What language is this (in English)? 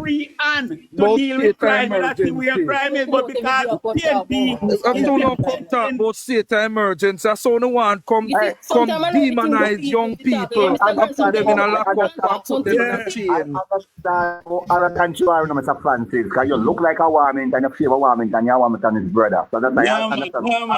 Jamaican Creole English